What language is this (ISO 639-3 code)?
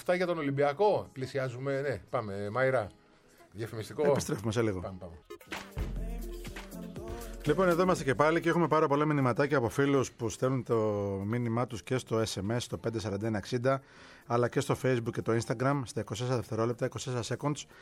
ell